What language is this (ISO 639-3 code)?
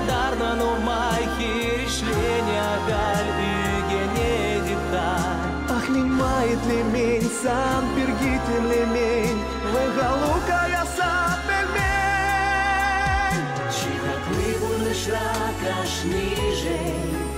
chv